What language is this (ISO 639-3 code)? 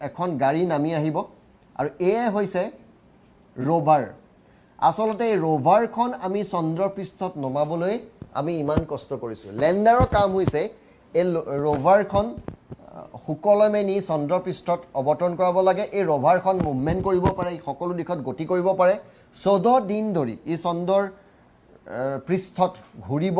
asm